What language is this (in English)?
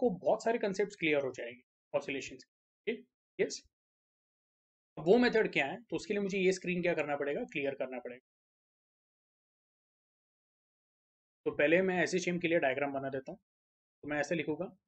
Hindi